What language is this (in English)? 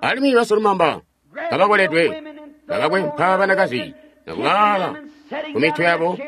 Tonga (Zambia)